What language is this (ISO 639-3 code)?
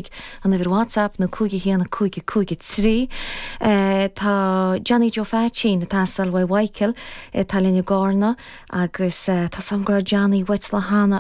gle